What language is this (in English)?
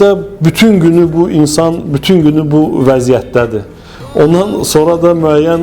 Azerbaijani